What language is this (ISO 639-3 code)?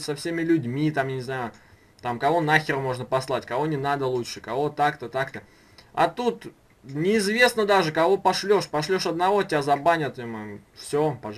rus